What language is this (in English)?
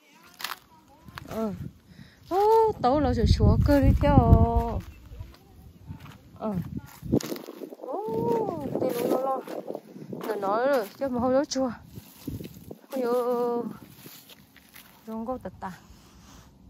Vietnamese